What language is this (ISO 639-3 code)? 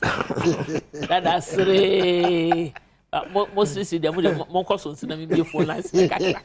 aka